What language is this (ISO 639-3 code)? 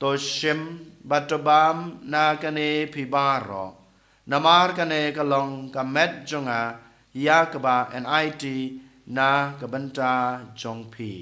kha